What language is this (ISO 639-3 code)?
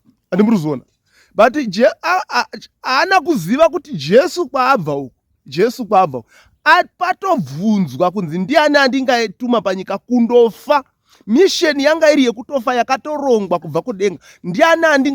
sna